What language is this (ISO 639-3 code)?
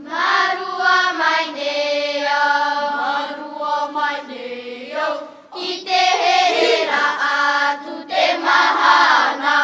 tah